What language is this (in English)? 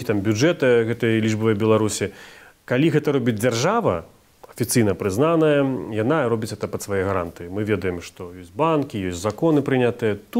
Belarusian